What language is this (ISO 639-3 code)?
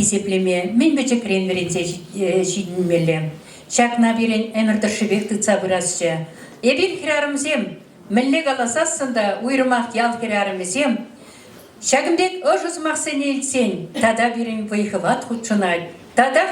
chv